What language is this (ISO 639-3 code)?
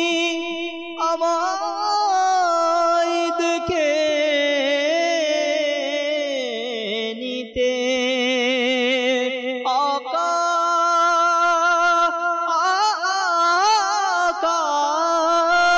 ben